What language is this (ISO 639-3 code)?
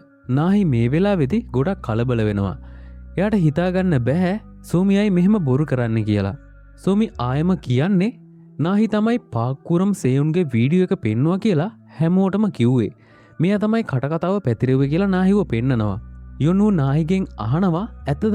sin